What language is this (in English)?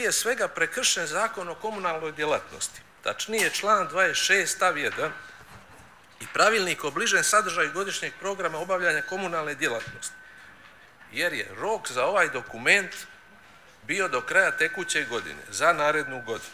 Bosnian